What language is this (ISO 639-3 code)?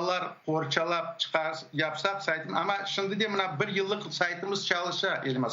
crh